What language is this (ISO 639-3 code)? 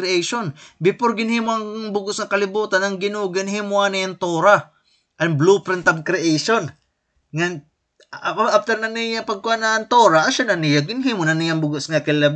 war